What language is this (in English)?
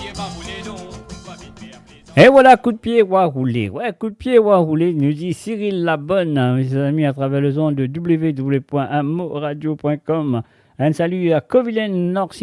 Morisyen